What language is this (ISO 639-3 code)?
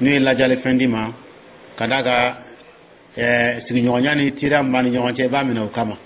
dyu